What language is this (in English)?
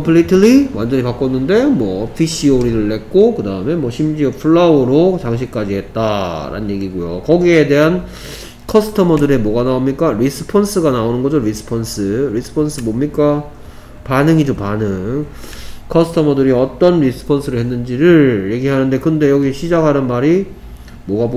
Korean